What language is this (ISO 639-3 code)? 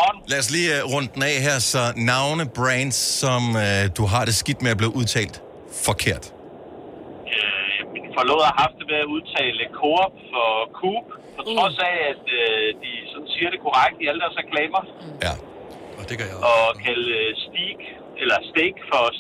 dan